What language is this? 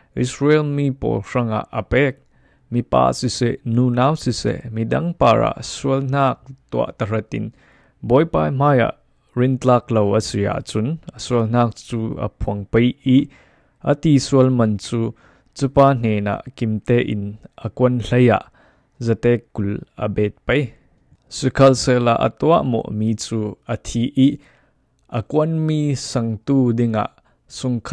Falam Chin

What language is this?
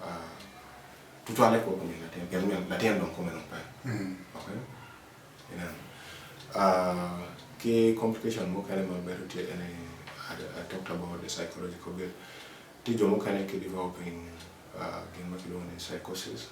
Acoli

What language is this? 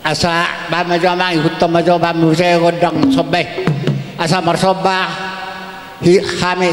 Batak Toba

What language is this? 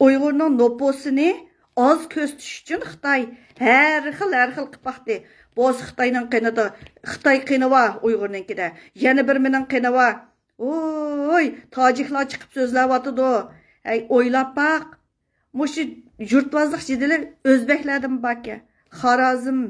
Uyghur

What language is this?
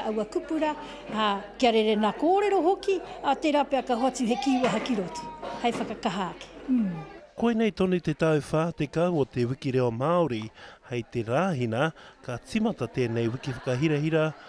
Māori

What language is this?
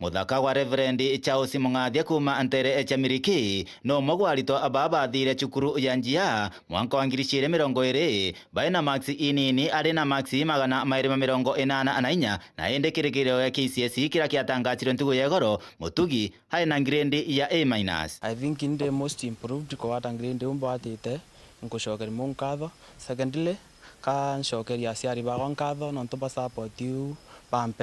Meru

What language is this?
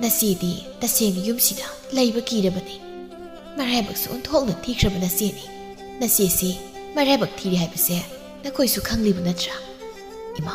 Manipuri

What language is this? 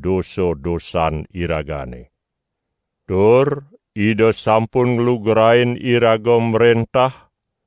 Balinese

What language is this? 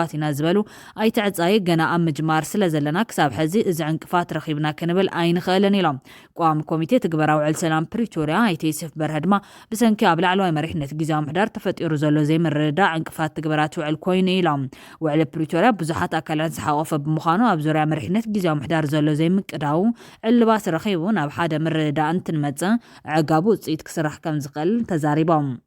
Tigrinya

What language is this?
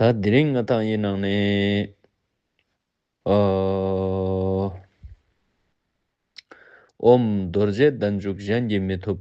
Ladakhi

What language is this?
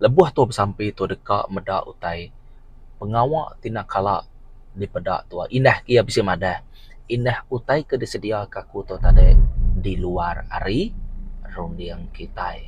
Iban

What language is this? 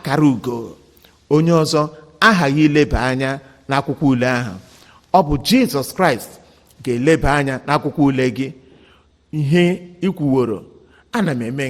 Igbo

